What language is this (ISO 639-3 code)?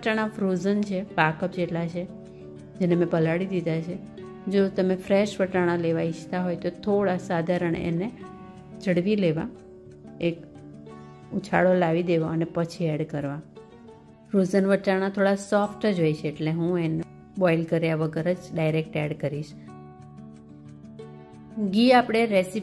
guj